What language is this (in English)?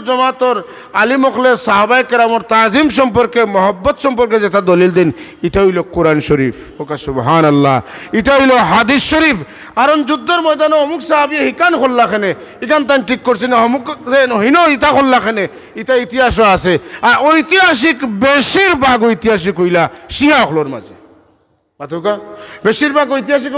Sylheti